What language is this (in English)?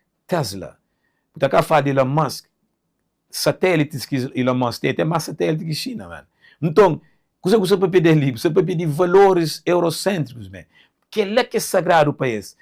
Kabuverdianu